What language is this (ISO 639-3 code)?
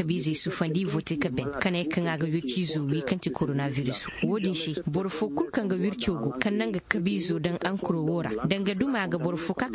dje